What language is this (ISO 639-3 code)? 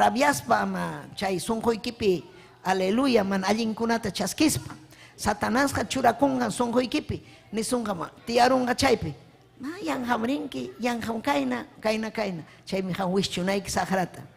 quy